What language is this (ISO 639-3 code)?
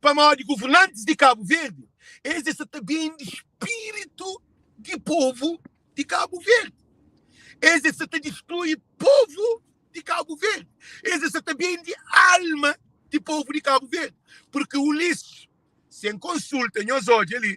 kea